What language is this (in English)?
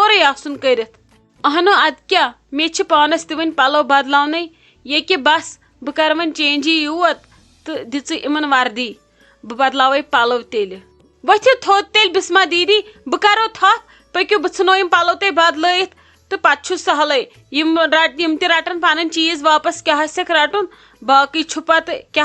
Kashmiri